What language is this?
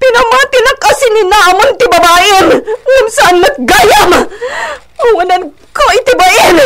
Iloko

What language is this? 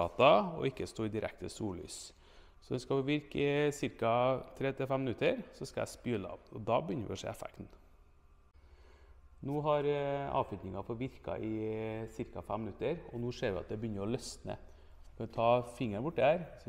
Norwegian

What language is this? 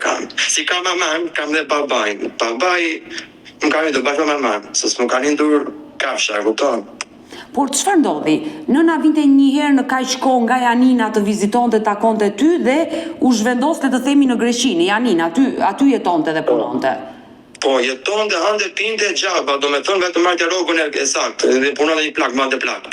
Albanian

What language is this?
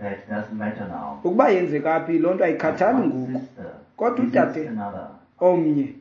Xhosa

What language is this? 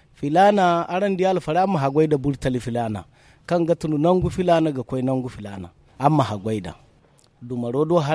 Zarma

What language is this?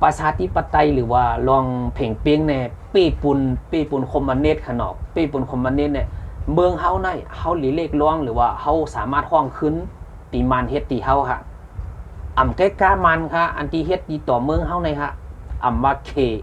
Shan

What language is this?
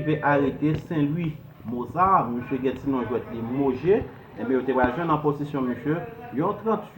Haitian Creole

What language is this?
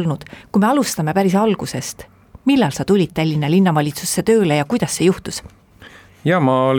Estonian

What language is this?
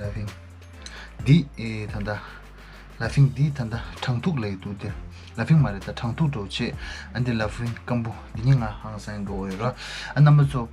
Tibetan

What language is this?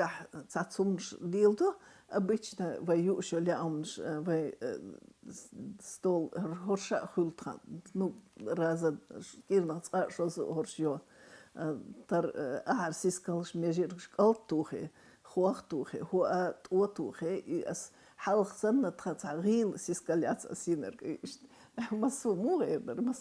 Chechen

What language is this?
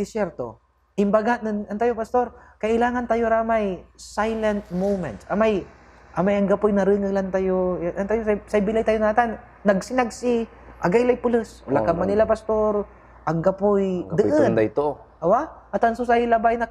Pangasinan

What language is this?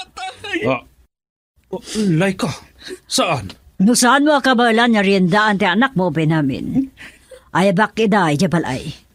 Iloko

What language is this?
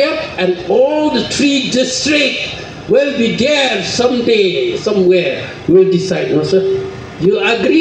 Khasi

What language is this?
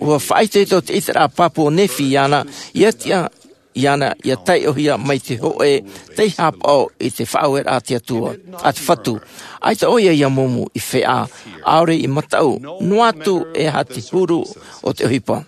Tahitian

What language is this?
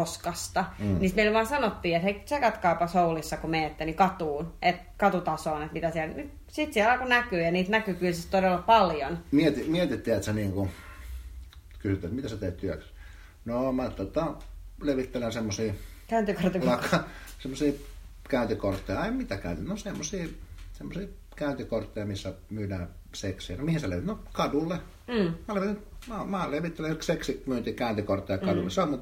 Finnish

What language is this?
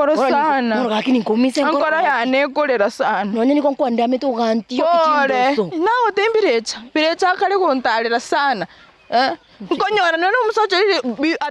Gusii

